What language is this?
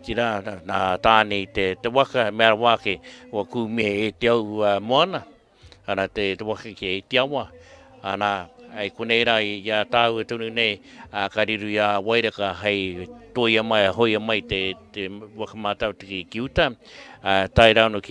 Māori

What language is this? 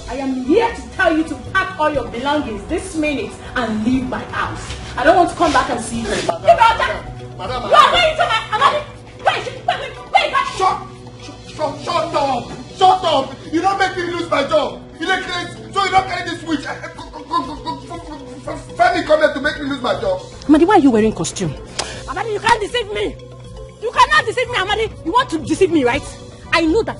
Nigerian Pidgin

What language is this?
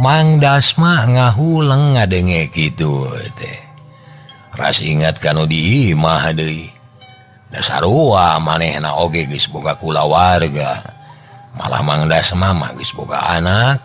Sundanese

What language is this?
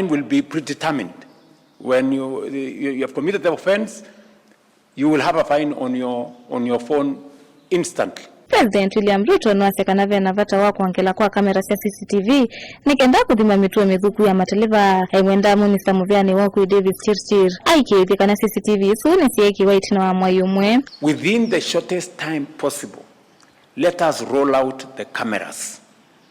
Kamba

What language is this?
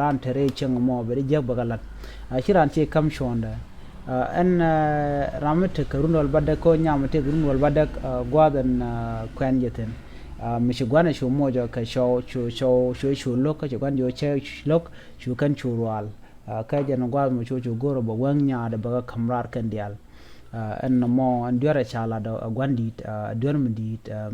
Nuer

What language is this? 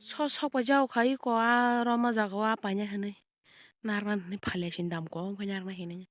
Kok Borok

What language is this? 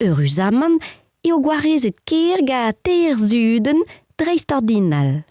Breton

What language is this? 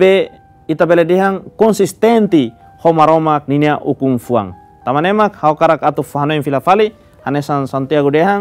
Tetum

